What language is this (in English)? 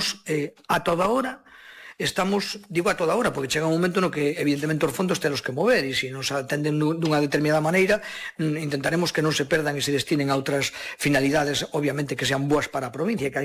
Galician